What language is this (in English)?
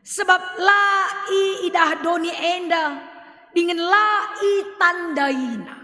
Batak Karo